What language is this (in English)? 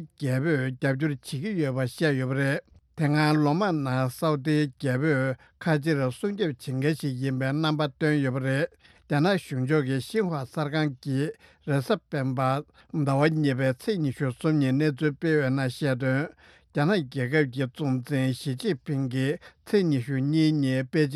Tibetan